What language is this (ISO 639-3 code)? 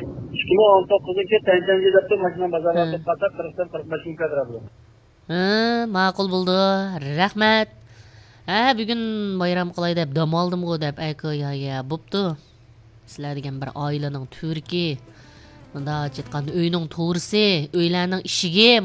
uig